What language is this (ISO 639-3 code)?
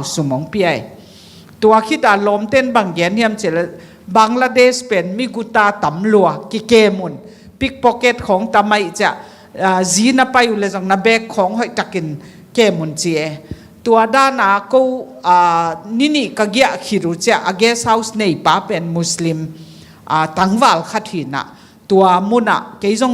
ctd